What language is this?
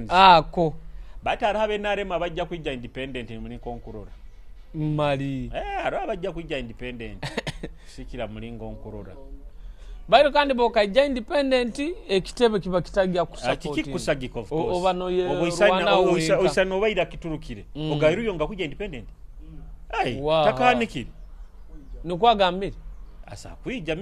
Nyoro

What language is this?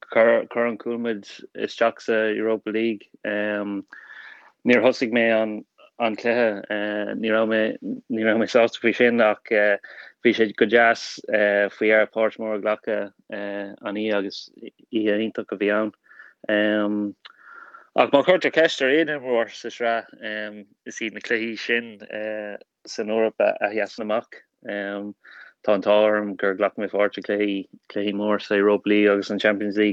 Irish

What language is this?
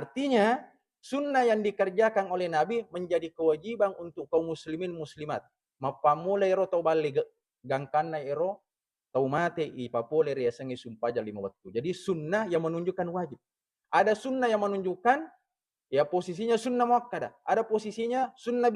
Buginese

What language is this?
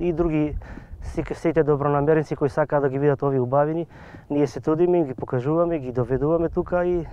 Macedonian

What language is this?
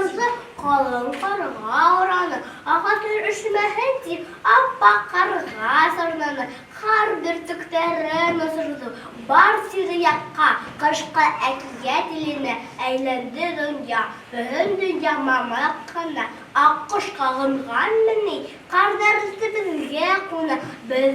Bashkir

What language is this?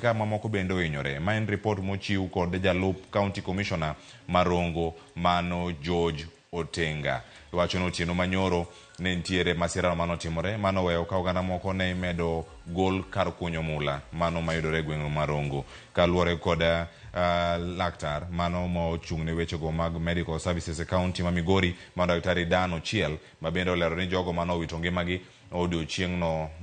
Luo (Kenya and Tanzania)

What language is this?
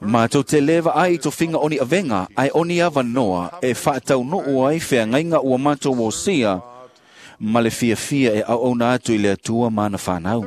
Samoan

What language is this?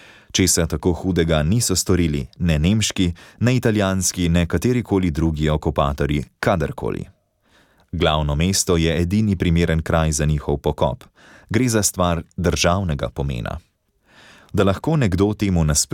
Slovenian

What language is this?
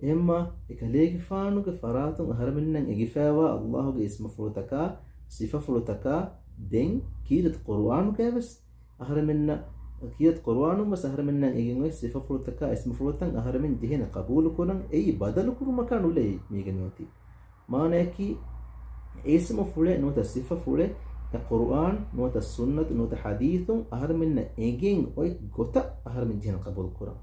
Divehi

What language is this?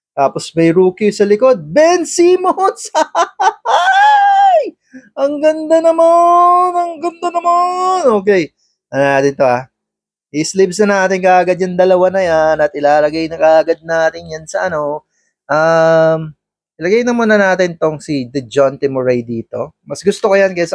Filipino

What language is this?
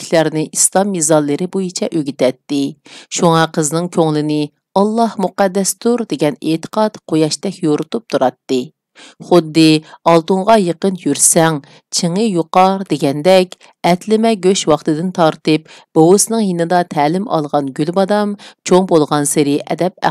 Uyghur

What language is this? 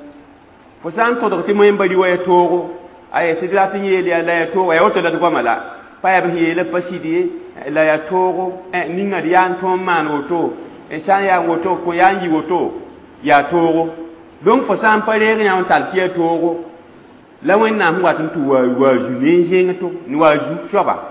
Mossi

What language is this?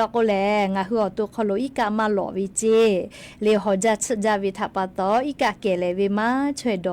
Lahu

